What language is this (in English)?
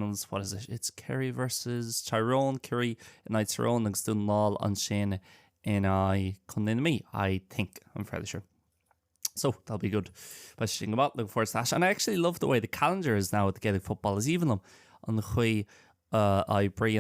Irish